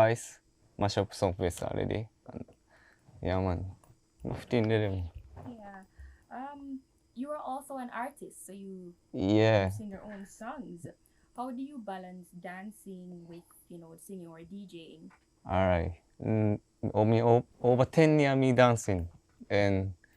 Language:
Jamaican Creole English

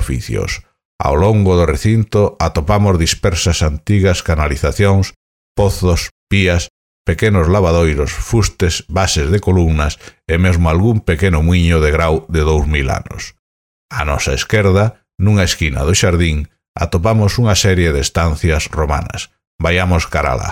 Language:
Galician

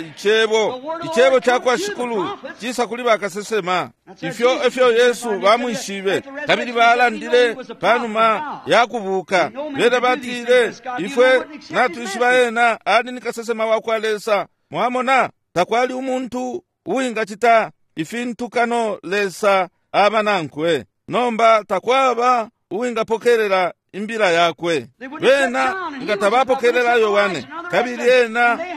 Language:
Bemba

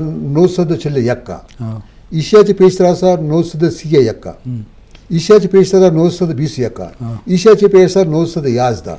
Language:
Eastern Balochi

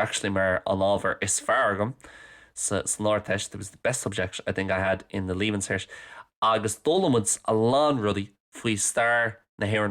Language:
Irish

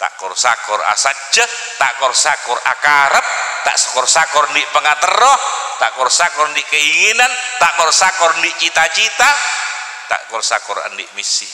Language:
Madurese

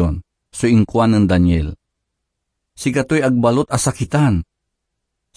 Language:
Pangasinan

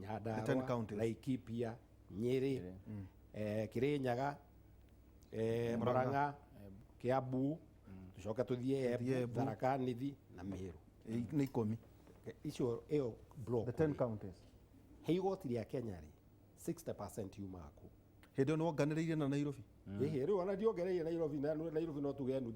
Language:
Kikuyu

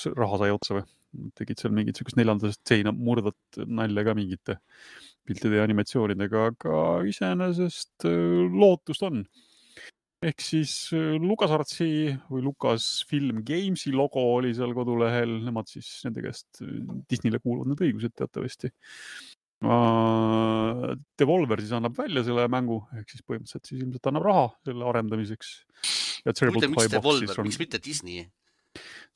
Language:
Estonian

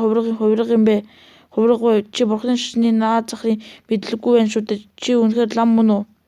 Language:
Mongolian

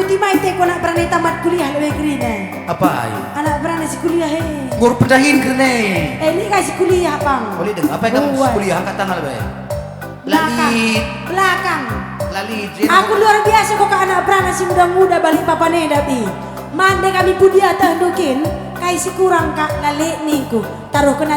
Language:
Batak Karo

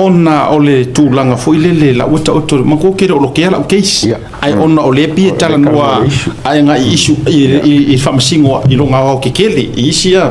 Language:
Samoan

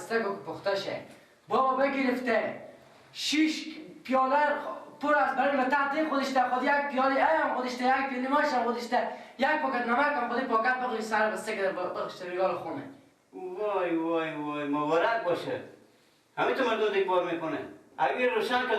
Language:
Persian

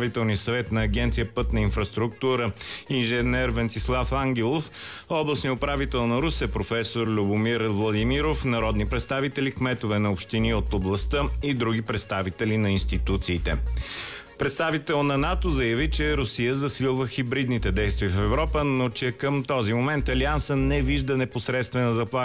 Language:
Bulgarian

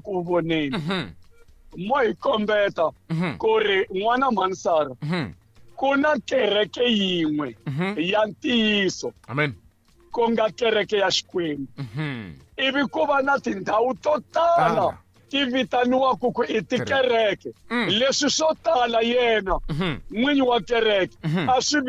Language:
Tsonga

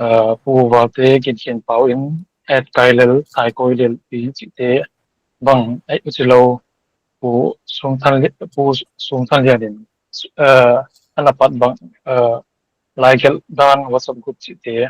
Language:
Paite Chin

